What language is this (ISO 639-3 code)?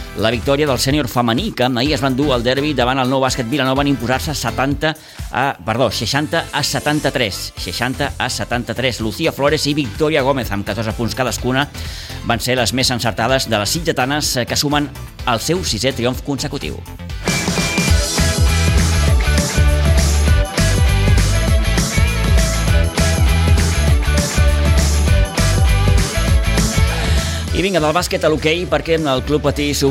cat